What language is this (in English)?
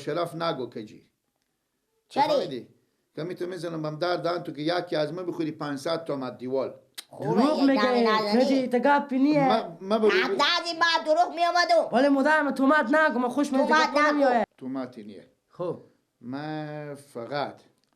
Persian